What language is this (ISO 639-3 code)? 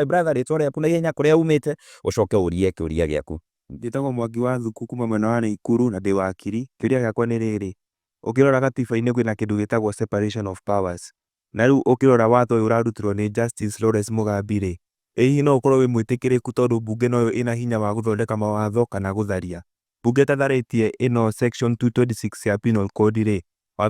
kik